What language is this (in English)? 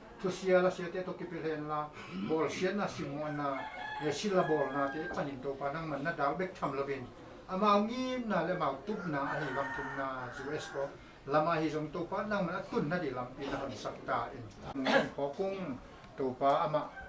Tedim Chin